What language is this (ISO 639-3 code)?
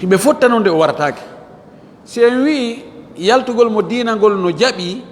ful